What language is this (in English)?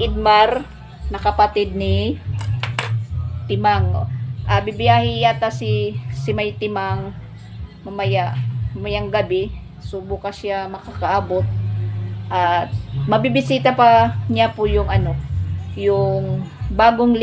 Filipino